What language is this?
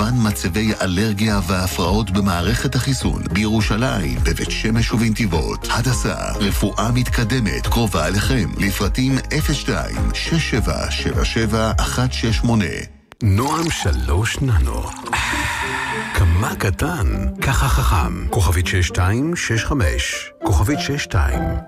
Hebrew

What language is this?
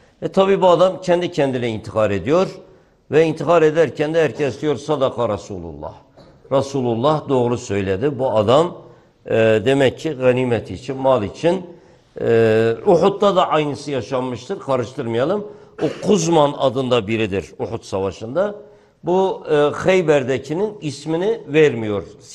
Turkish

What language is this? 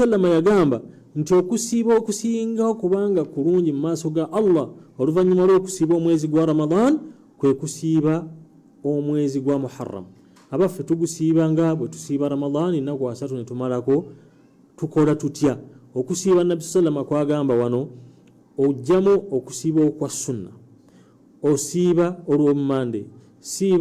Ganda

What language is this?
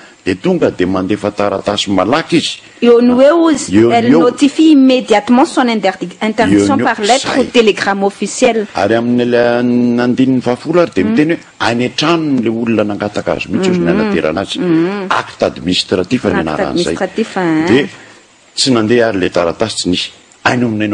Malagasy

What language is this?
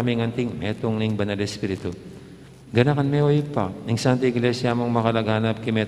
Pampanga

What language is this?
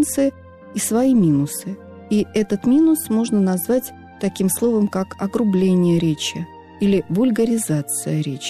Russian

